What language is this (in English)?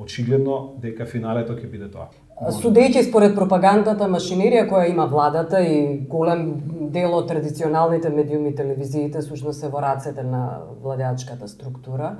Macedonian